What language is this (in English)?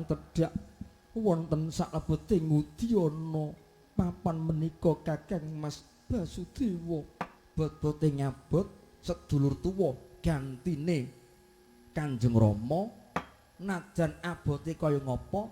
Javanese